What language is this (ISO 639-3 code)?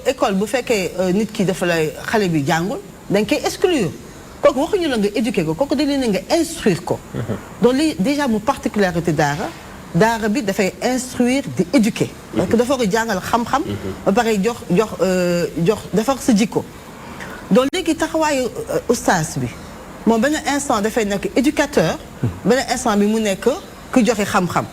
wol